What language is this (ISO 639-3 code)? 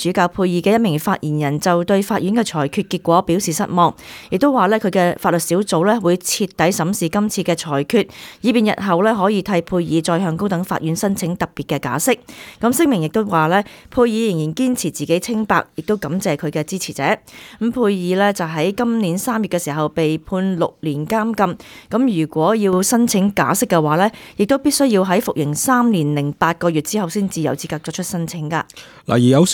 yue